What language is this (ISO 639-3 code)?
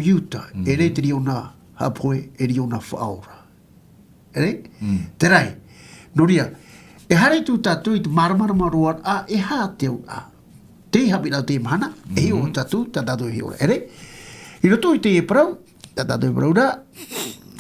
tah